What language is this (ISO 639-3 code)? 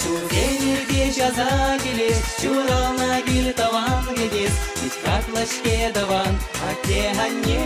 chv